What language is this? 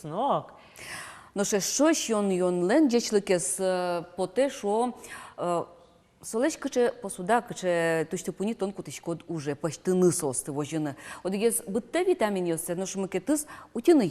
Udmurt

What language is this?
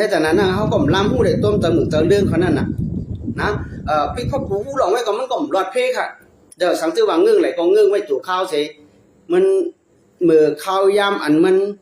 Shan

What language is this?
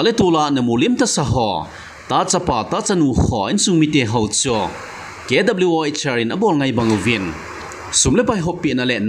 Thado Chin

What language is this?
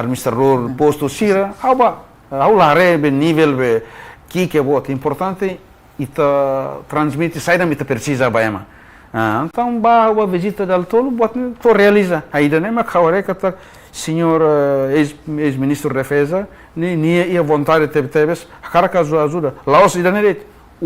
Tetum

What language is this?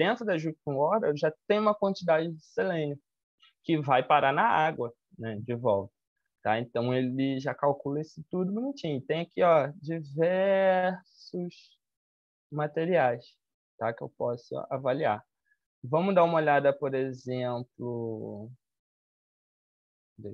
Portuguese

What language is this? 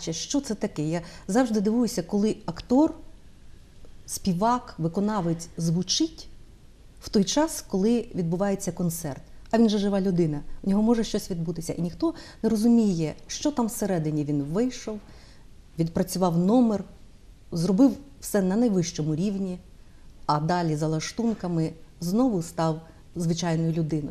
Ukrainian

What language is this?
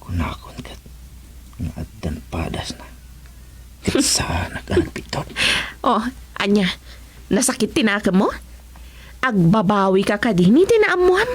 Iloko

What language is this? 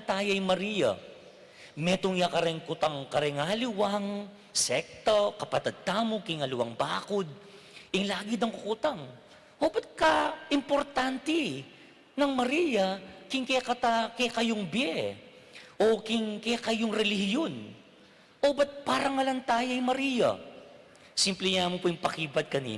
Pampanga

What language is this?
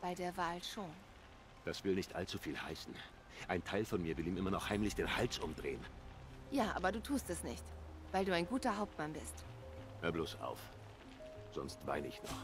Swiss German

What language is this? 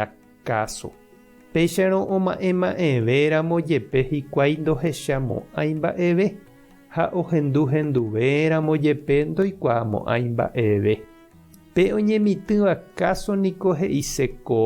Guarani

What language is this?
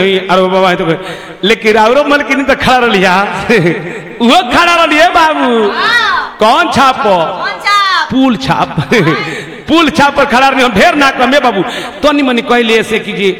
Bhojpuri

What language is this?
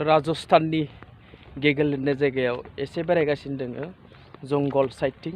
Bodo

